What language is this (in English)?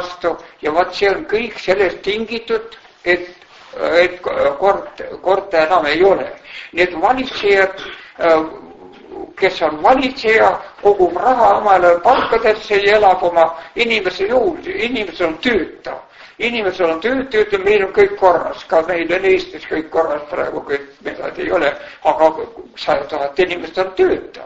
Estonian